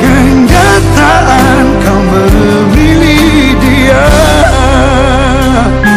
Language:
Indonesian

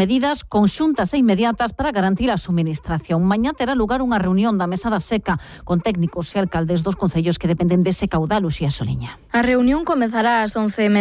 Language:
Galician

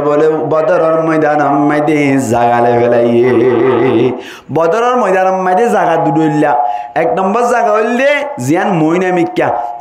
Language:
Rohingya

